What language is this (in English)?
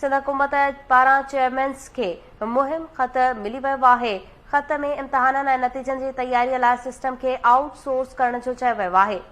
Sindhi